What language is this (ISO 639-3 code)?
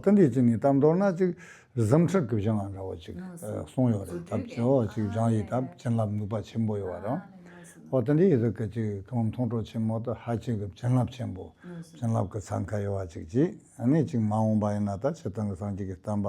bod